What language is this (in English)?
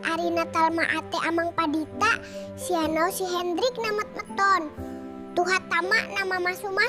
Batak Toba